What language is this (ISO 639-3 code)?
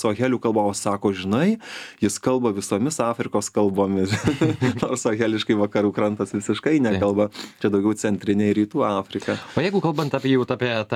lit